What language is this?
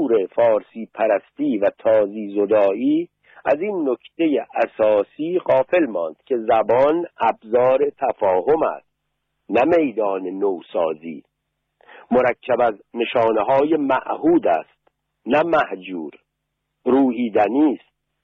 Persian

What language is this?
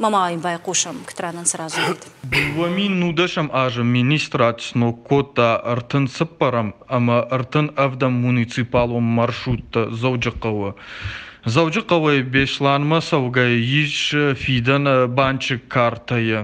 Ossetic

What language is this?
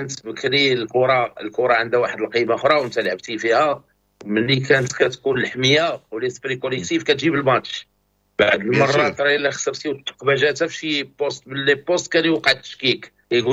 Moroccan Arabic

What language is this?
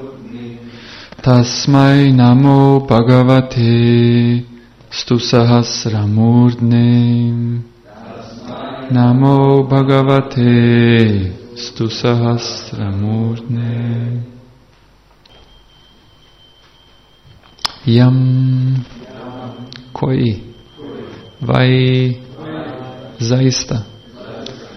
Croatian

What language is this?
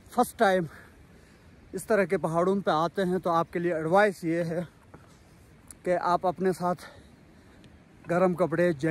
Hindi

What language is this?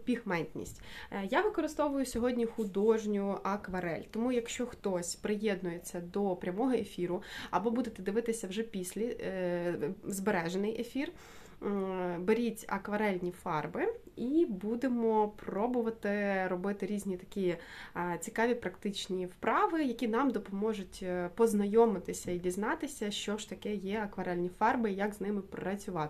Ukrainian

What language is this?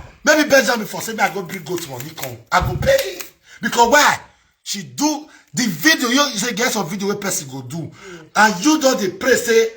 Nigerian Pidgin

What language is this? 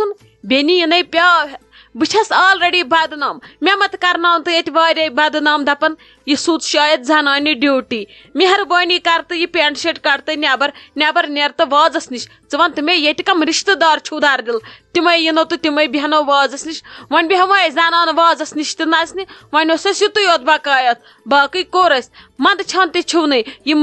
Kashmiri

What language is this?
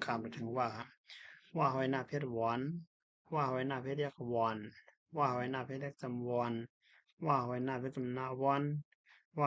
Shan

